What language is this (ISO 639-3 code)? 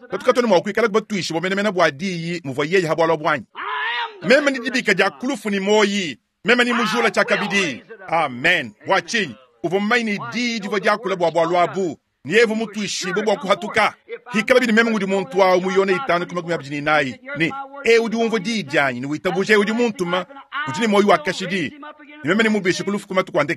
lua